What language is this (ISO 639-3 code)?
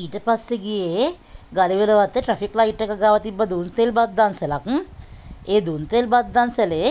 sin